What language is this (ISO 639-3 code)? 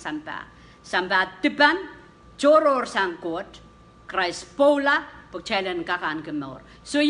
pon